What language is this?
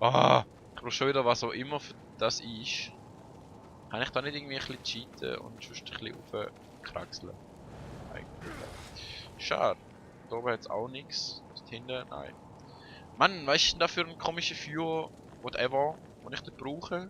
Swiss German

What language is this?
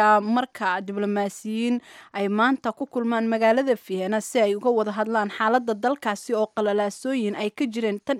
Somali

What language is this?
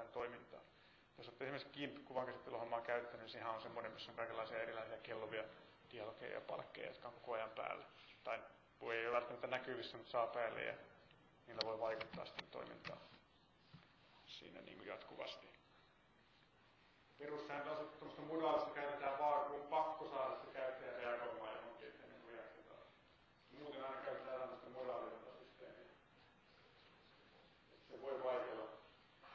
Finnish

